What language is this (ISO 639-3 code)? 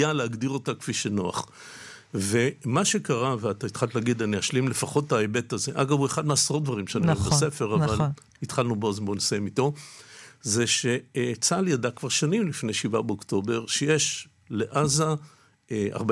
heb